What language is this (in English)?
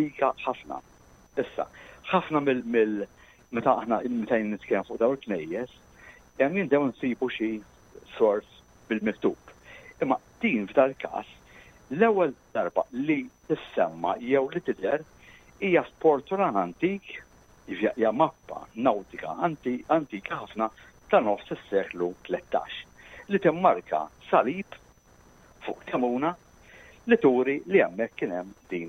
Maltese